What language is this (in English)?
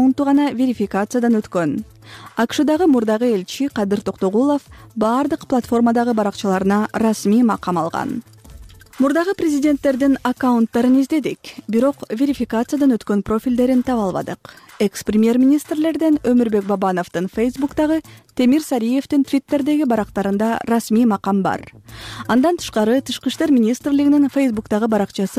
Kyrgyz